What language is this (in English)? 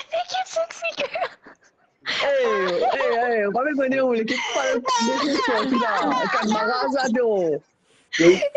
Morisyen